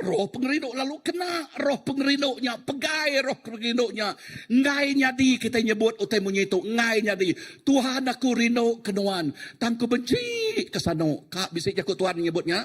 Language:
Iban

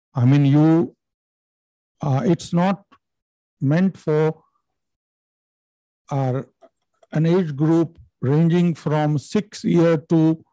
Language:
English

